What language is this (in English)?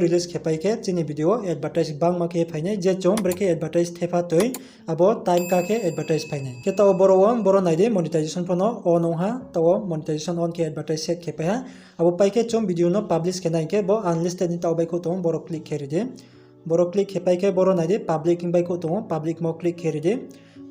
Riang (India)